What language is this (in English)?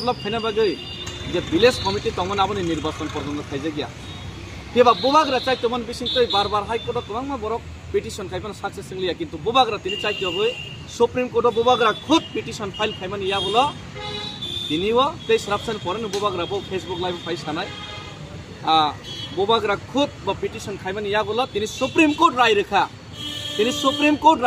Kok Borok